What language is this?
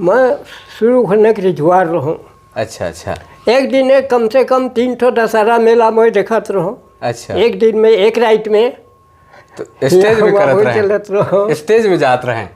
Sadri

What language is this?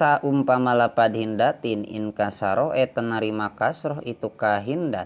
Sundanese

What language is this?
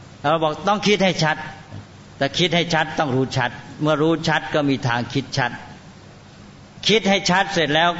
Thai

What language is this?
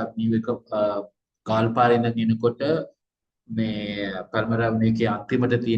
Sinhala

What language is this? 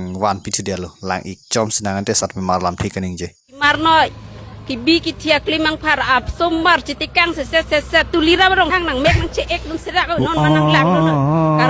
Karbi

